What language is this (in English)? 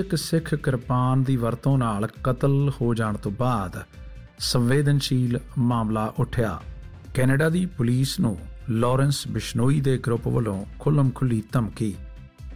Punjabi